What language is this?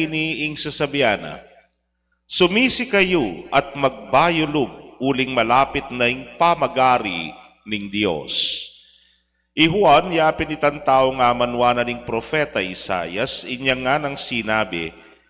Pampanga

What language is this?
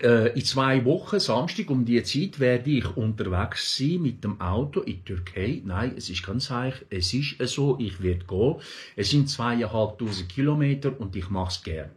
Swiss German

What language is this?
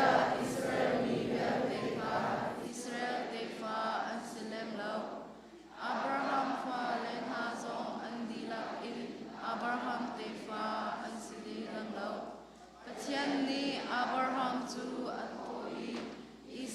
Hakha Chin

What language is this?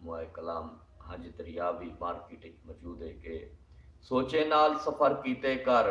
Saraiki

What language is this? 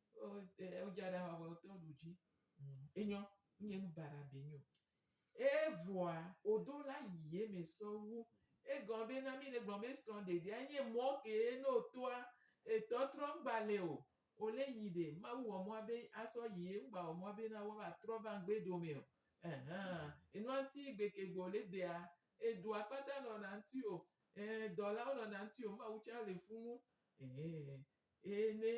Gen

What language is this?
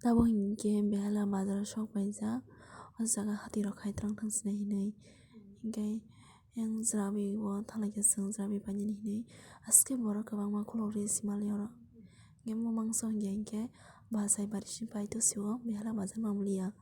Kok Borok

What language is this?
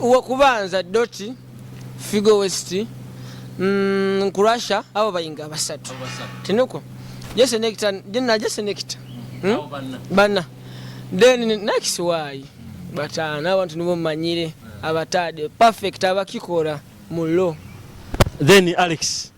Nyoro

